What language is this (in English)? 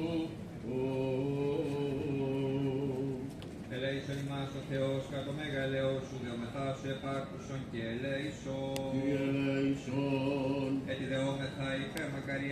Greek